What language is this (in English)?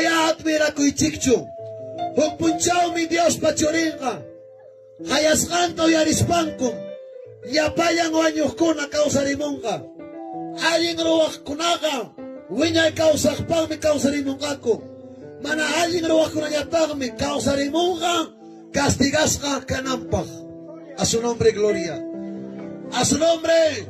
Ayacucho Quechua